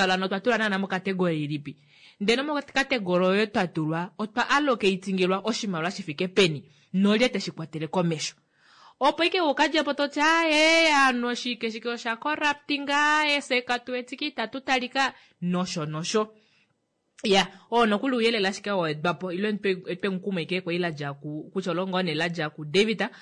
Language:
Kuanyama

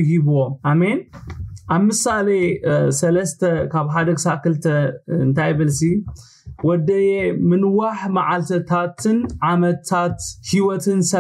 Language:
Tigrinya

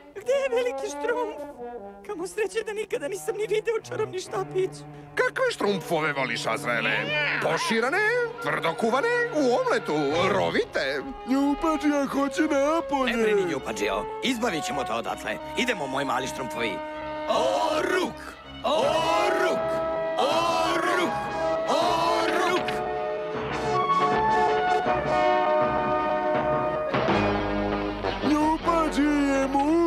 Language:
Serbian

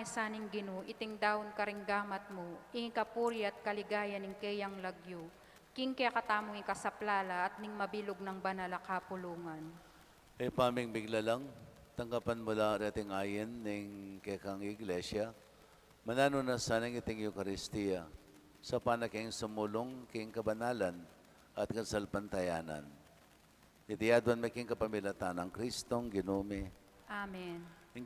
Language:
Pampanga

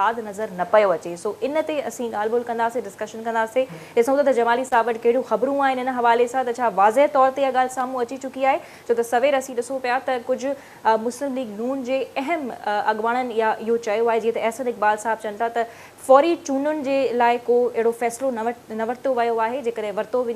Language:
Sindhi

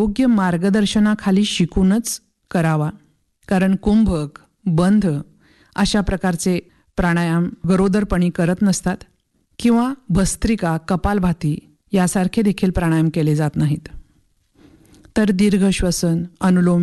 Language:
Marathi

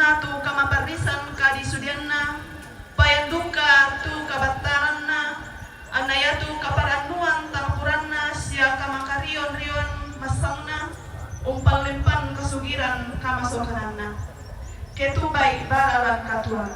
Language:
Toraja-Sa'dan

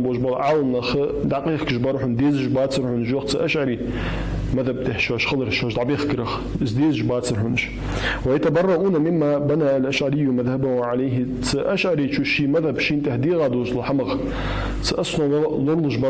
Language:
Ingush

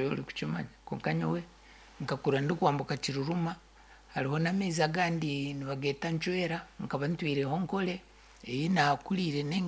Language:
Nyankole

